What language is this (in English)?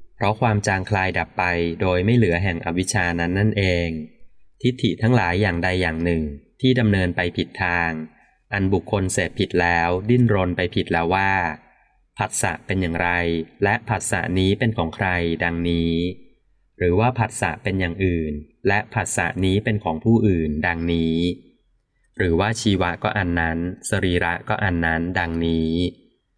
Thai